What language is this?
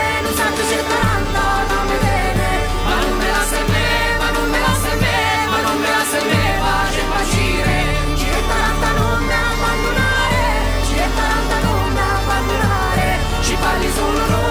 Italian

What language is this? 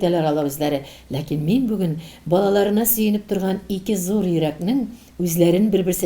Tatar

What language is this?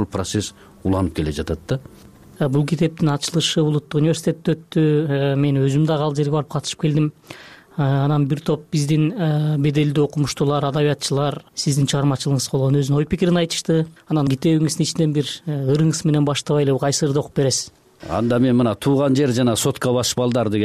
Kyrgyz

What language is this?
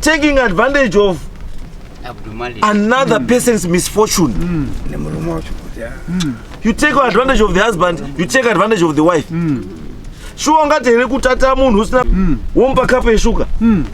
Shona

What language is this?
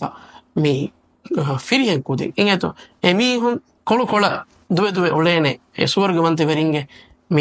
Divehi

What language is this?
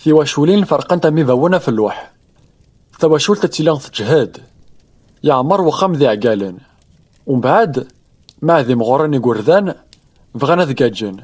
Kabyle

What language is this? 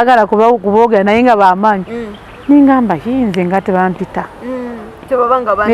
Ganda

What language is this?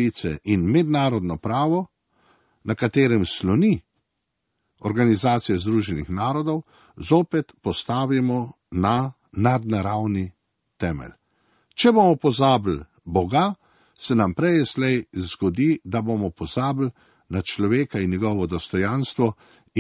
Slovenian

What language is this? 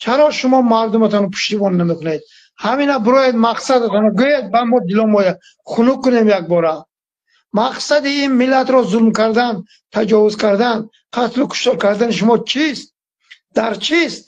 Tajik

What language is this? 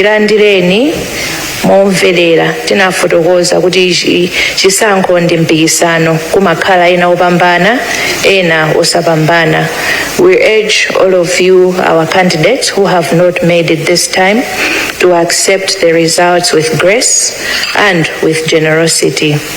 Nyanja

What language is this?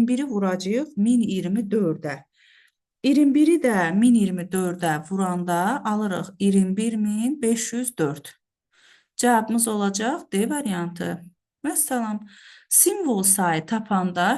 Azerbaijani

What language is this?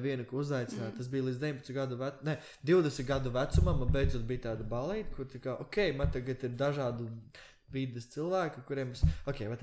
Latvian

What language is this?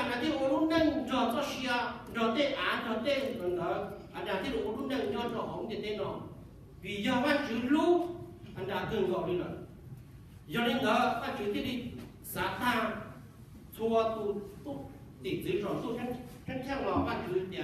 Hmong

